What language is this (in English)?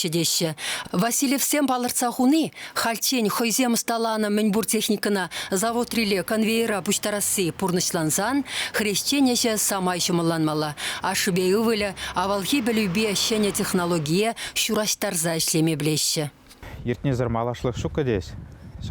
Chuvash